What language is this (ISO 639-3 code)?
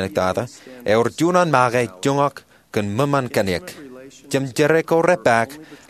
mah